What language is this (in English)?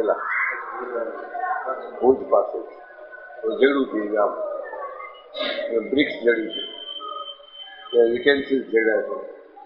Gujarati